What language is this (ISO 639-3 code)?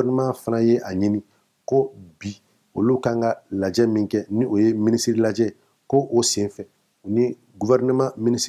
bam